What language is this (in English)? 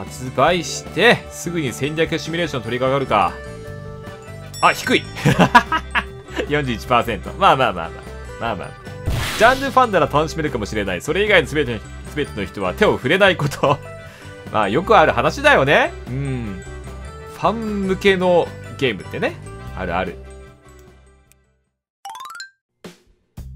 Japanese